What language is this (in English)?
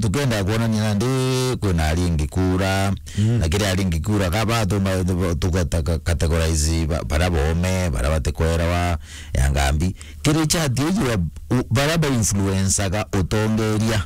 Meru